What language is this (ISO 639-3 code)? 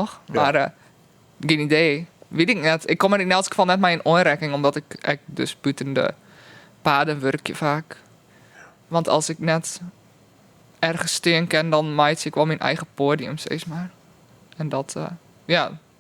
fry